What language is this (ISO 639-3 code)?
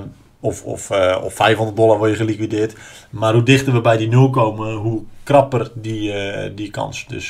nld